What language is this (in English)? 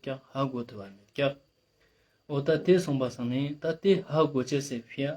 Ladakhi